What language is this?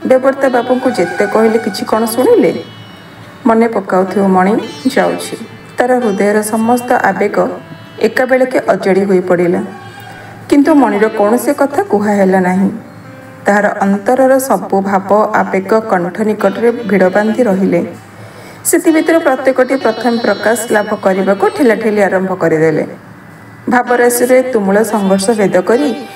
Odia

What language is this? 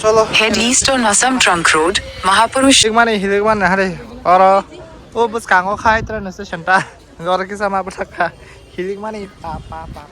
Kok Borok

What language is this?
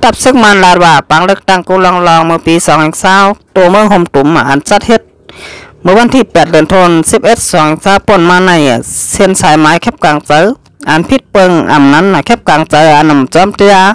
Shan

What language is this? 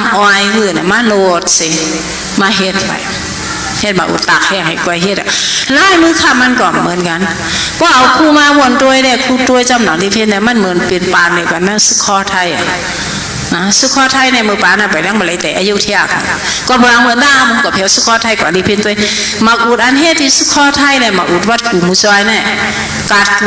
Shan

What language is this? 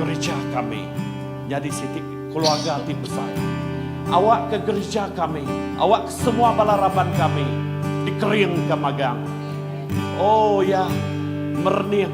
Iban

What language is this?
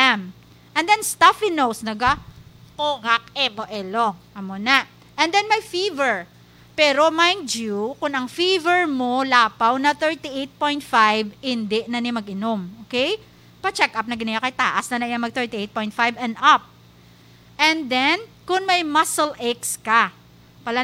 Hiligaynon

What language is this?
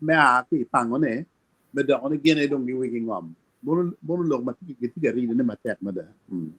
Acoli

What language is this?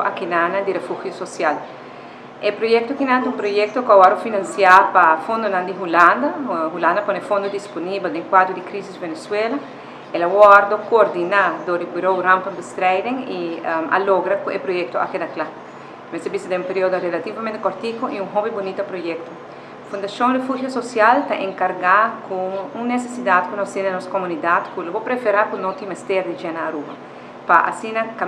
Papiamento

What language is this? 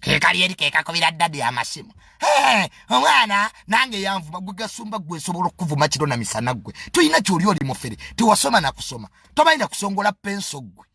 Ganda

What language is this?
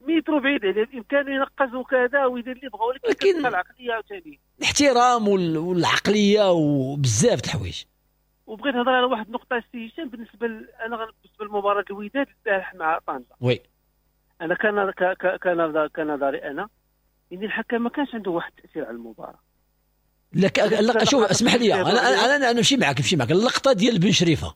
Moroccan Arabic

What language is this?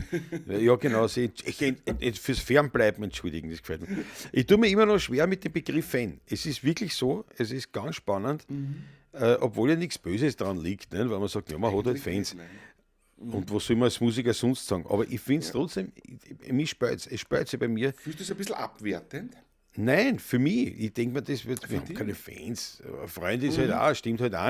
Bavarian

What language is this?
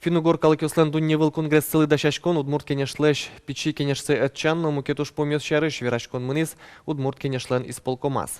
Udmurt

